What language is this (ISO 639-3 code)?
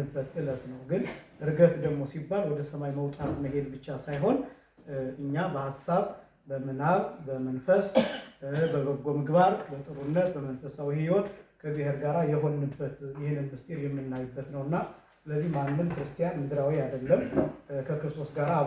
amh